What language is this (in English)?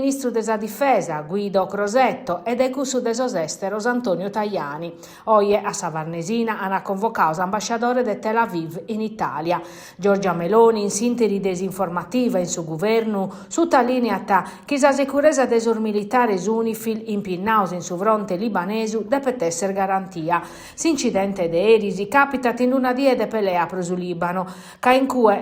Sardinian